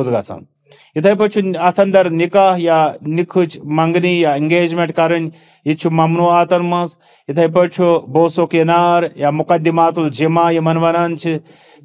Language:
Kashmiri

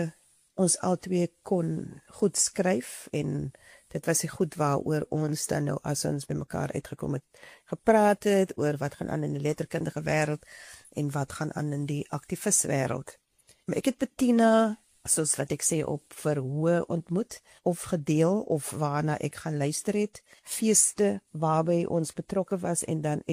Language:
Afrikaans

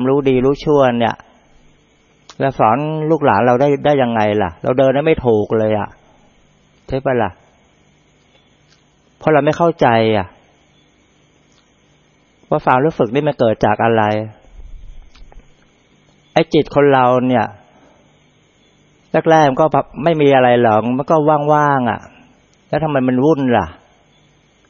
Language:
Thai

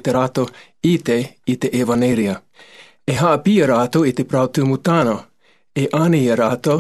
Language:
Tahitian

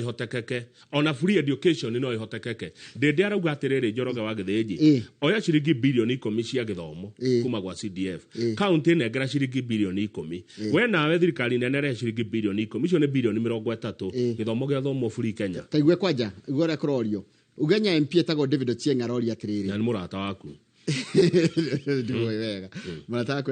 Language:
Kikuyu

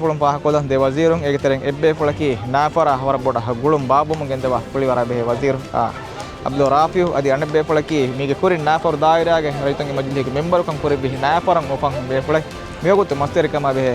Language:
Divehi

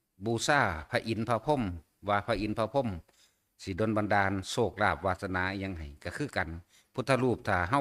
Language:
Northeastern Thai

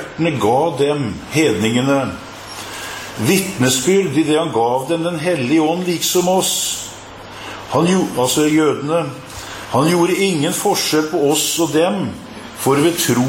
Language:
Norwegian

